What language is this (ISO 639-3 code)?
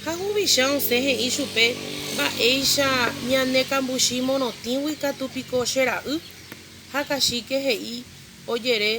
grn